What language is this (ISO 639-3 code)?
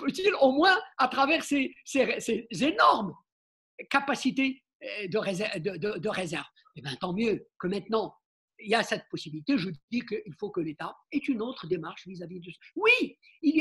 fra